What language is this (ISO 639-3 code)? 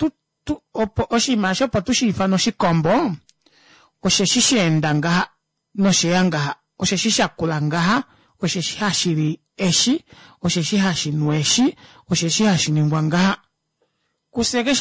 kua